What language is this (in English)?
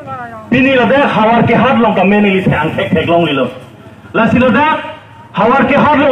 Karbi